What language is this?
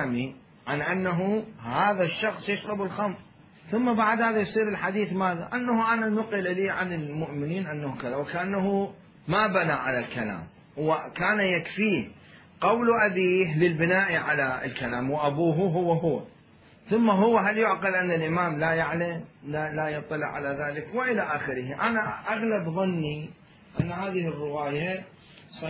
Mesopotamian Arabic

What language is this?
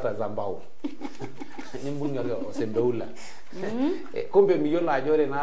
Masai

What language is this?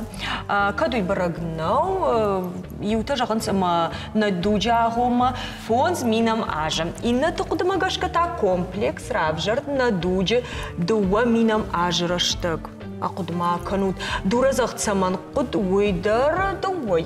Ossetic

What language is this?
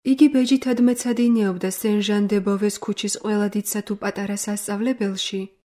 Georgian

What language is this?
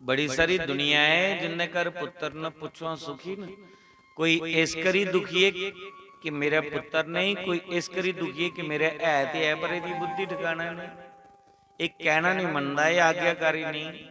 Dogri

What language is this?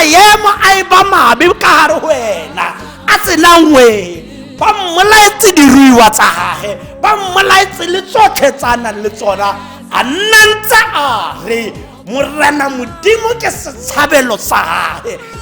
Tswana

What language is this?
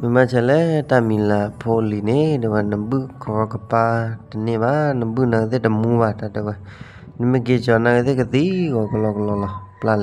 S'gaw Karen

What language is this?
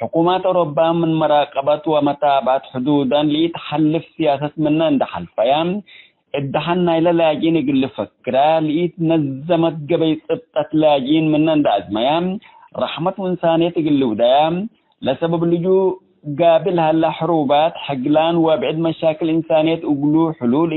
Tigre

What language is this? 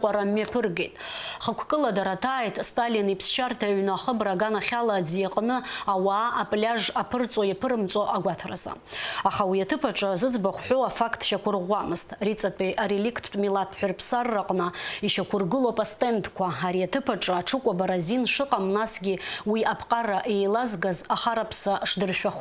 Abkhazian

